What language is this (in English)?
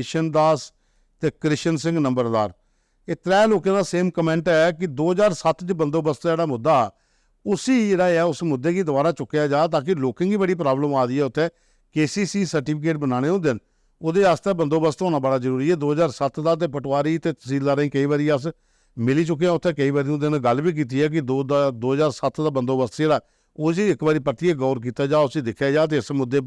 Dogri